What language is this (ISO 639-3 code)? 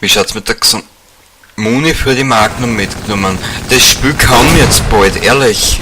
bar